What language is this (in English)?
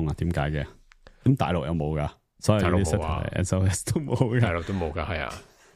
Cantonese